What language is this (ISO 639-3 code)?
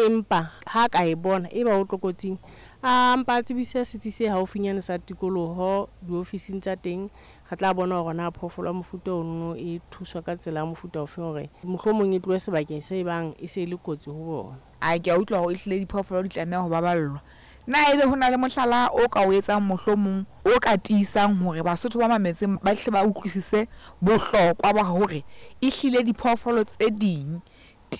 sot